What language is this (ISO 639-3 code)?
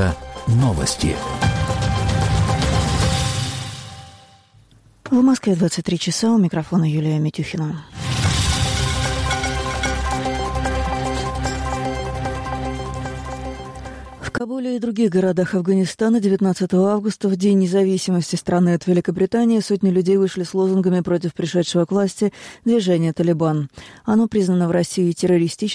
rus